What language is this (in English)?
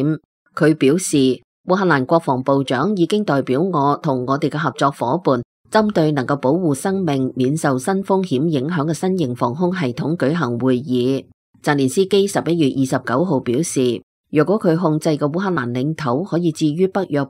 Cantonese